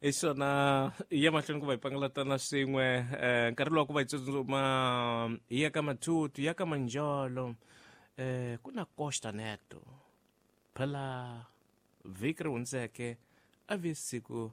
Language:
Tsonga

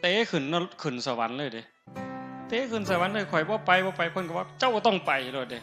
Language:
Northeastern Thai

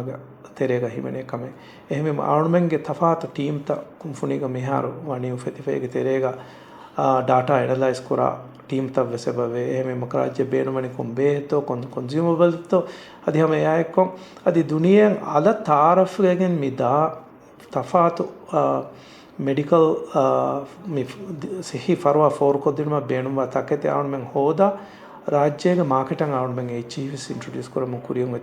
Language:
Divehi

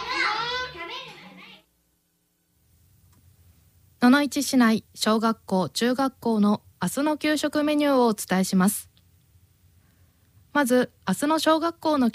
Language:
Japanese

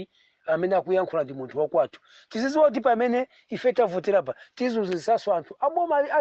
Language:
Nyanja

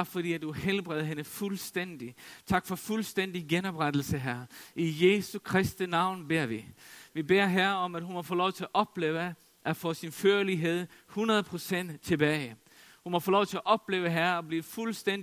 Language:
Danish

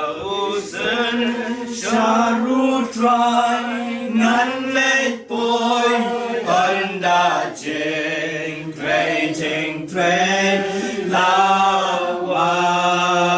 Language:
Khasi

